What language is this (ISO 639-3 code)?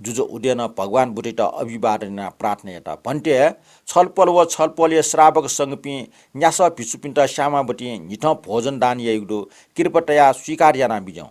new